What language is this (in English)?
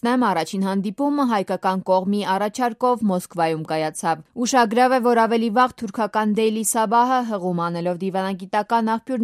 Armenian